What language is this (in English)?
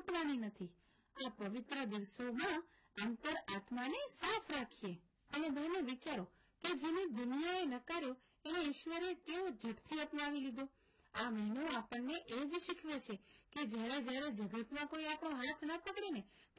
Gujarati